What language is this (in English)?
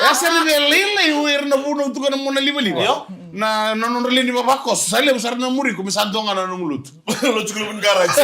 Fijian